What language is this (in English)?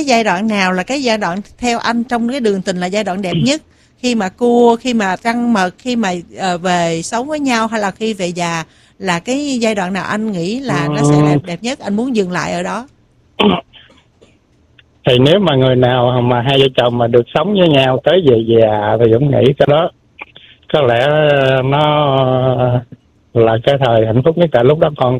Vietnamese